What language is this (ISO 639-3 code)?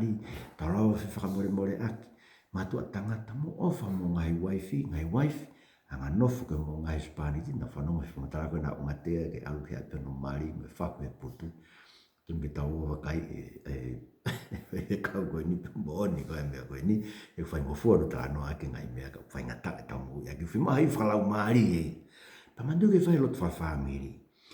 ton